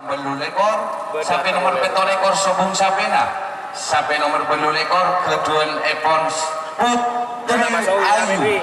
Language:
Madurese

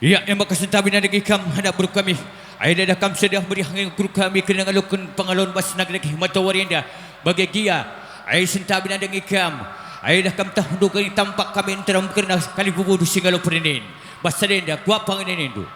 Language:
Batak Karo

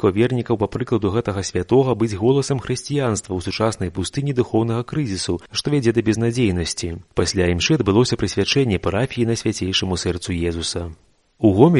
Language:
Belarusian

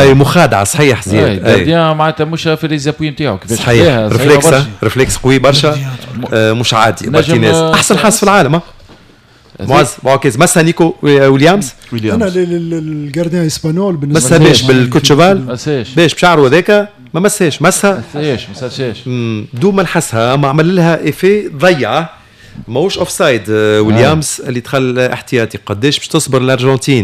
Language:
Tunisian Arabic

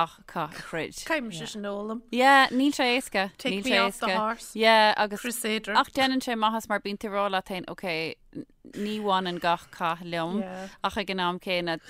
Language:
Irish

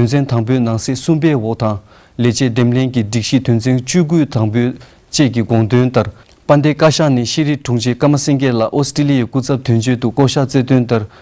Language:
Tibetan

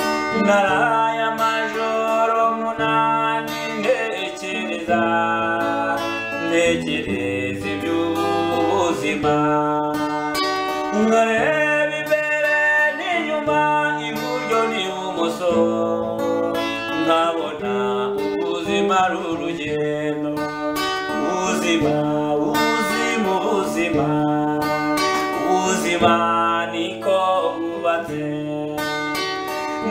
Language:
Kinyarwanda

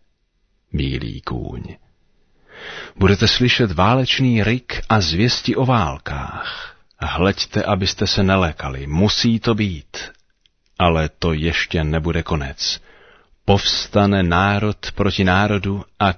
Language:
Czech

